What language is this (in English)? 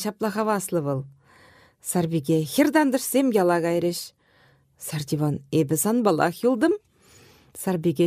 Chuvash